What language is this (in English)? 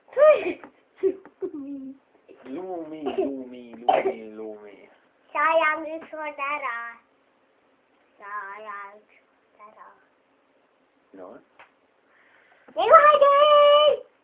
Estonian